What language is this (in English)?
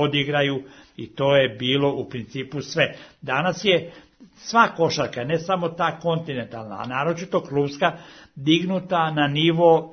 Serbian